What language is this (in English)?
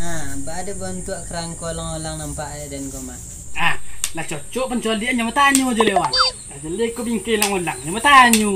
Minangkabau